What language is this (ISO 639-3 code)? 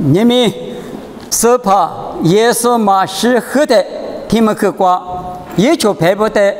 lis